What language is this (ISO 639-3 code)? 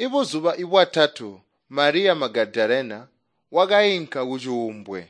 toi